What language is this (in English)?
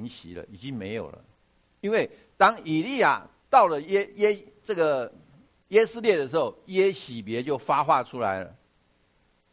Chinese